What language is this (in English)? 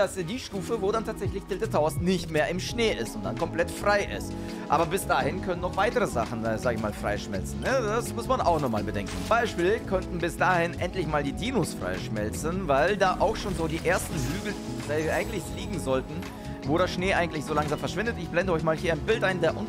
German